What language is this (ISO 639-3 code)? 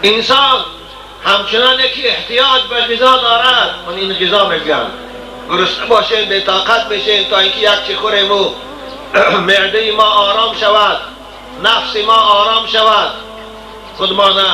tgk